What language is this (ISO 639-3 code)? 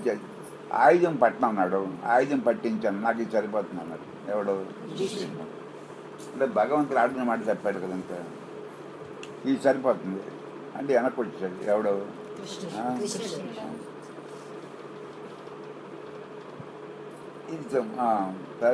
tel